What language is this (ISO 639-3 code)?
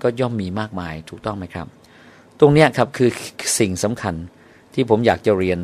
tha